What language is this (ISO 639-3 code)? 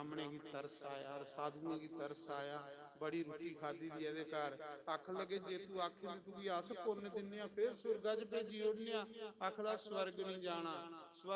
doi